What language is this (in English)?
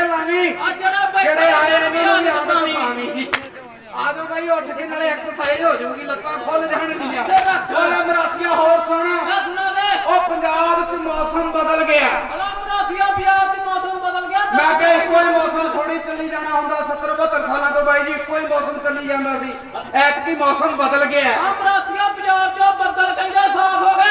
Punjabi